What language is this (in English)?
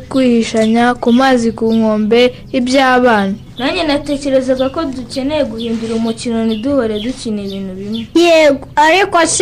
Kinyarwanda